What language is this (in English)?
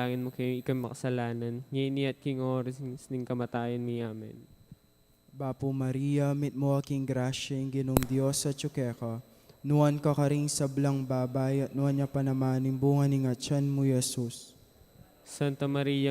Pampanga